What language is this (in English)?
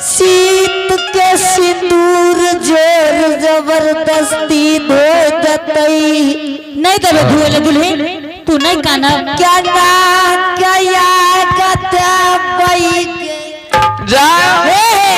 Angika